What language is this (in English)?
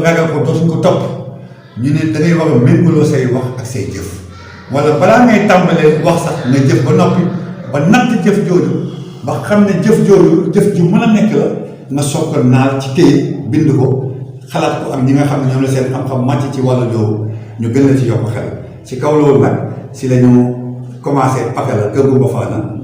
Wolof